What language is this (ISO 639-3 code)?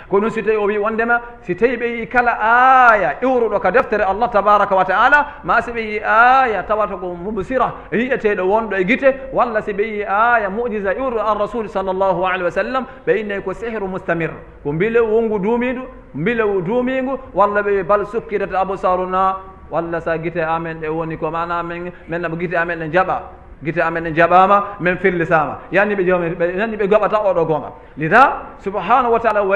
ful